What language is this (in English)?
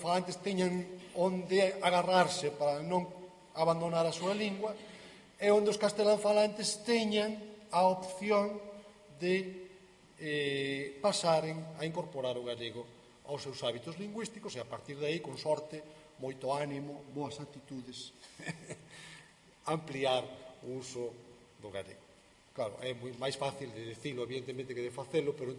Galician